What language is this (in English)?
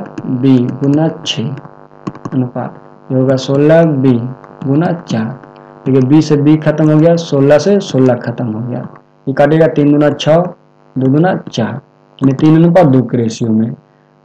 Hindi